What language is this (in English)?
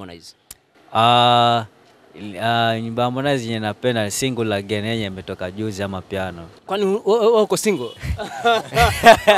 Swahili